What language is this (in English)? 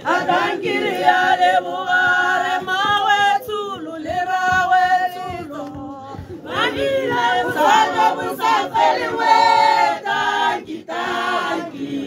Tswana